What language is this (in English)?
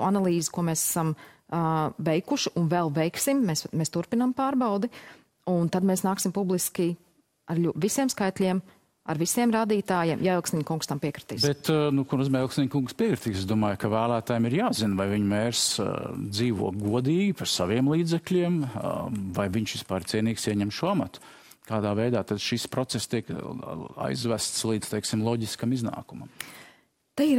Latvian